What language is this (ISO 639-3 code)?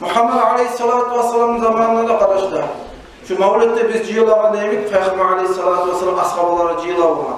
kum